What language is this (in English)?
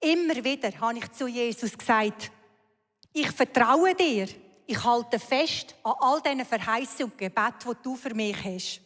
Swiss German